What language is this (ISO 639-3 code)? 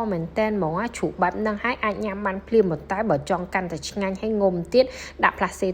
khm